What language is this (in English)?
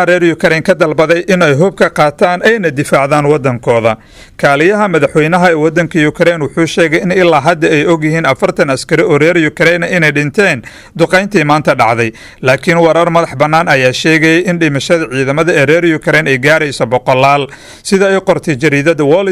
Somali